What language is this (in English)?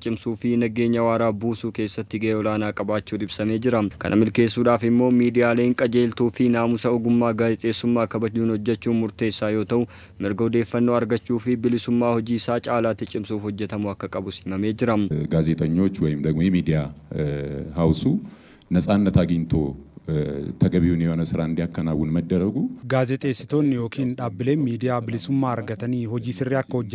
Oromo